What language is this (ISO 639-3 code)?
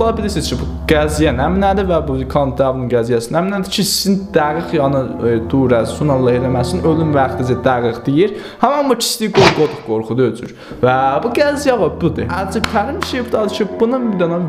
azb